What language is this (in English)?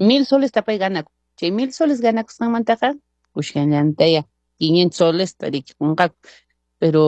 Quechua